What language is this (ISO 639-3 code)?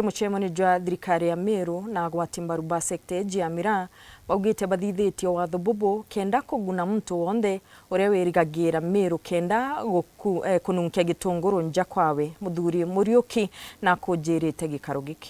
mer